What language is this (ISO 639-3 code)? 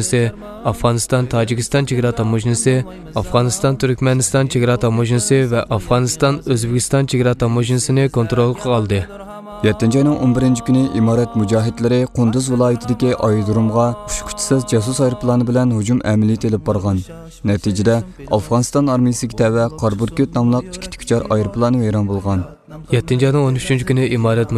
uig